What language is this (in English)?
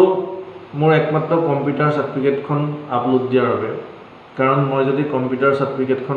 Assamese